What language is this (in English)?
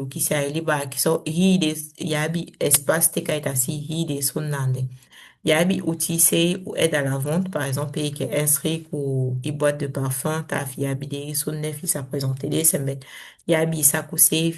Saramaccan